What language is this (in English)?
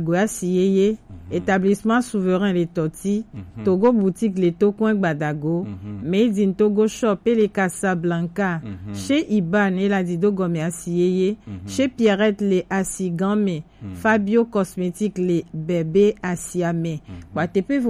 Gen